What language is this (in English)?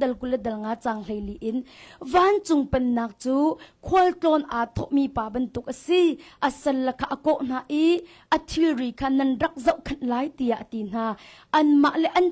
Hakha Chin